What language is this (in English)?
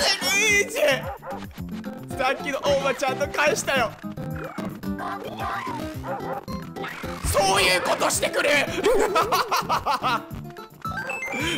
Japanese